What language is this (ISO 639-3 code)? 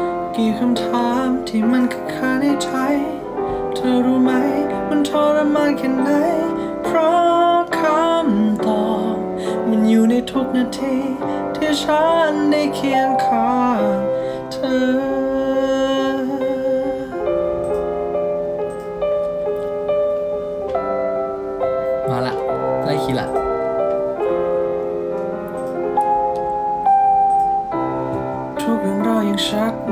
tha